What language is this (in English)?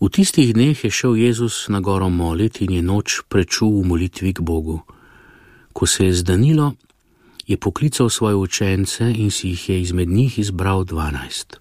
Slovenian